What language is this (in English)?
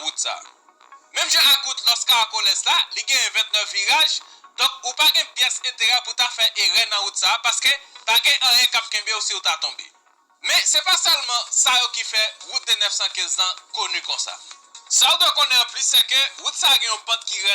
Haitian Creole